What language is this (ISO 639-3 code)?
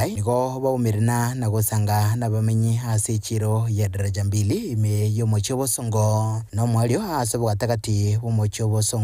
guz